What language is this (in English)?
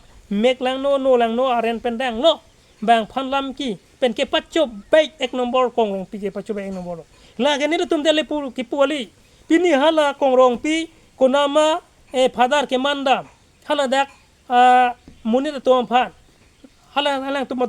Karbi